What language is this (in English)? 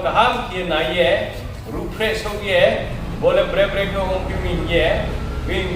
Riang (India)